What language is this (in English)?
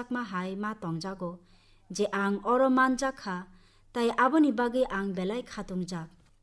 Kok Borok